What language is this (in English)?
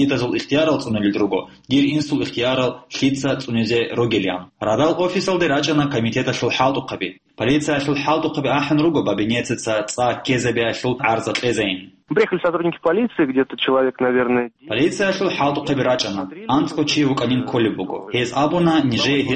Avaric